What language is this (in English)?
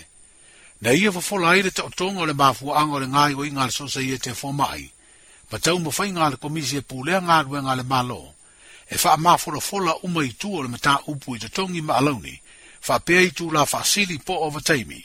Samoan